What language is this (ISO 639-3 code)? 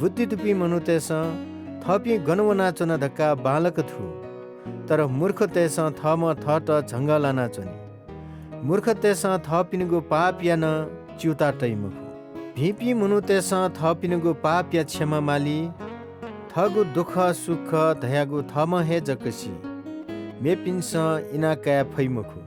new